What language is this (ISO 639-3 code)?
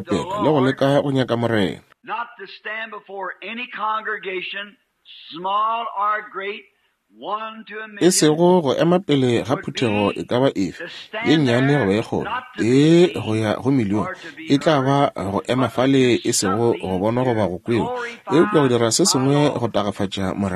nso